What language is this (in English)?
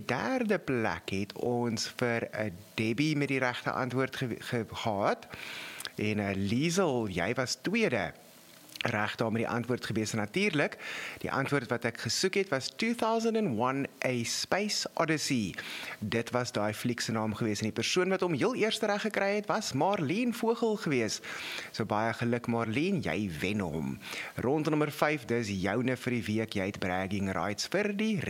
Afrikaans